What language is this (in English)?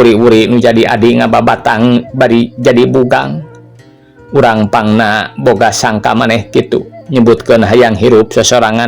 Sundanese